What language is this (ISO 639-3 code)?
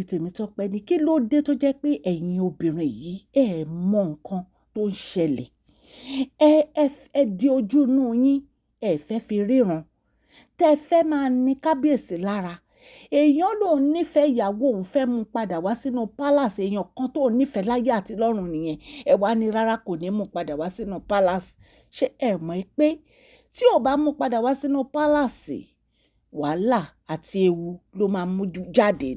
yor